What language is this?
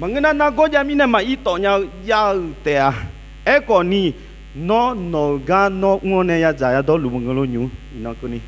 Akha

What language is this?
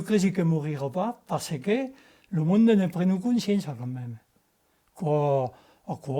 Occitan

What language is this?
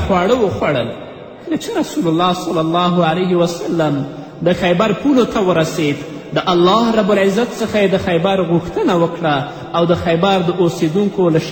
Pashto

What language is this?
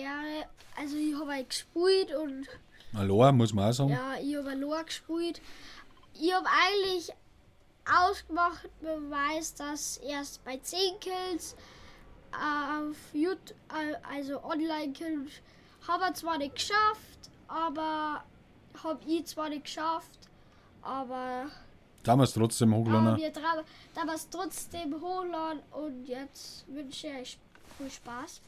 Bavarian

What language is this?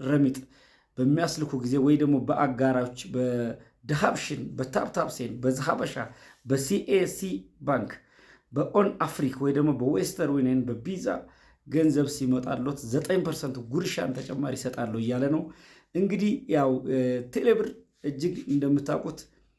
Amharic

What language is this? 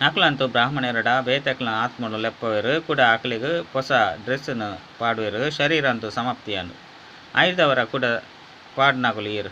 Tulu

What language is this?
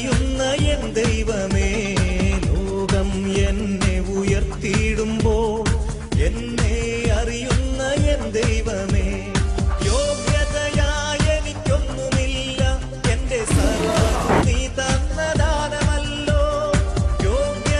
Malayalam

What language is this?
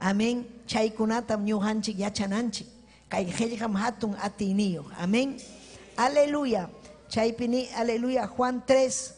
Ayacucho Quechua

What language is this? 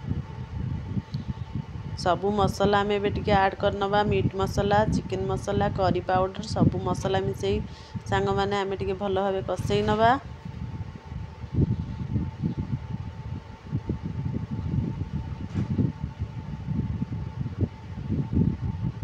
Odia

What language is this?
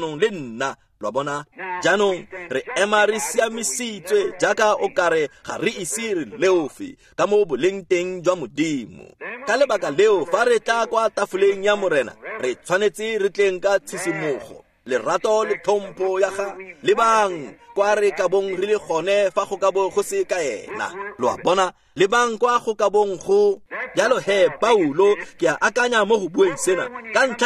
Tswana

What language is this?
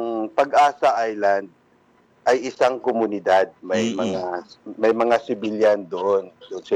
Filipino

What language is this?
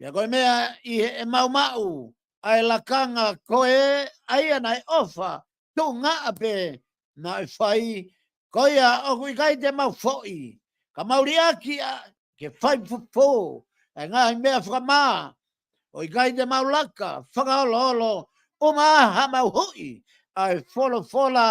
Tongan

